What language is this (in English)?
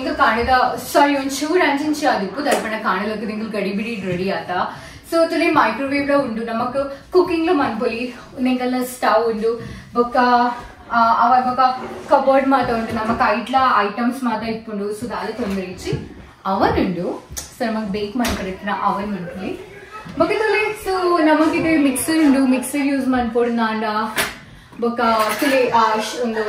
Tulu